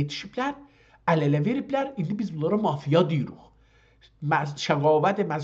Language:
South Azerbaijani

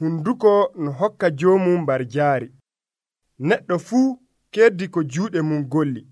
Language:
Nigerian Fulfulde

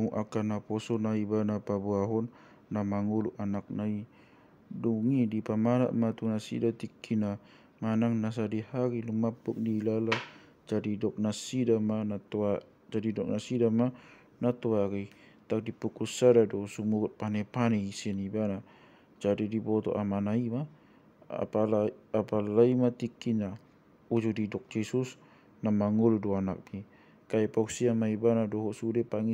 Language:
Batak Toba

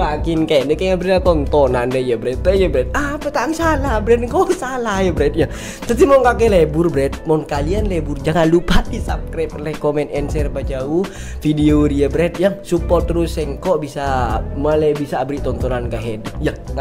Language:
Madurese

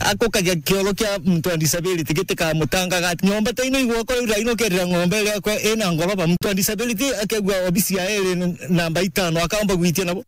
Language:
Meru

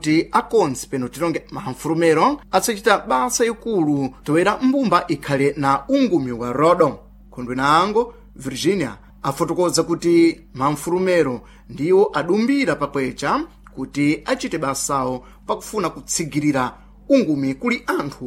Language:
Sena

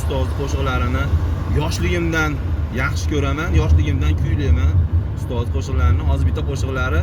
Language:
Uzbek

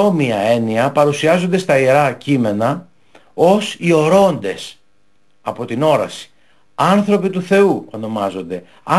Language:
Greek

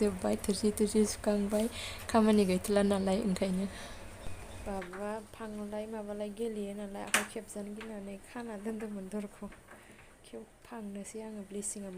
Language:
Bodo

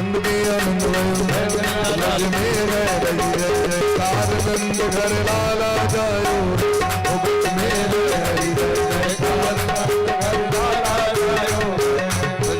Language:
Maithili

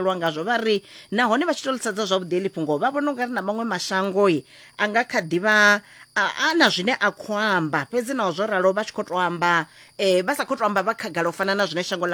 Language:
Venda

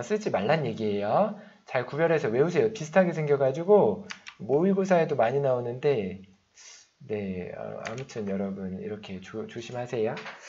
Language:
Korean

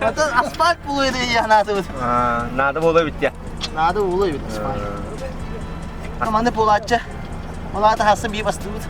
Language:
Yakut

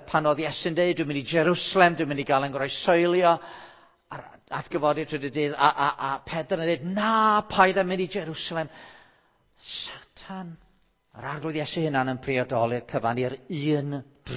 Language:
Welsh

